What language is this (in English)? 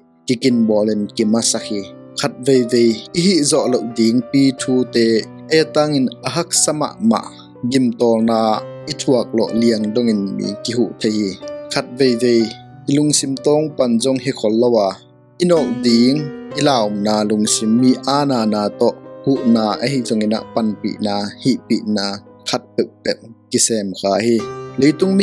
Tedim Chin